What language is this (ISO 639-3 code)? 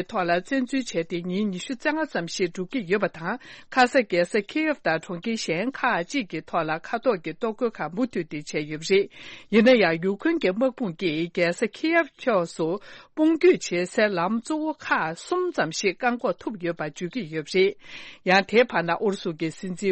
bod